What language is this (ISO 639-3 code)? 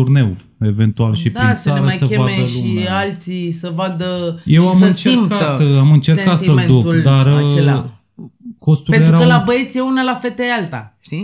ron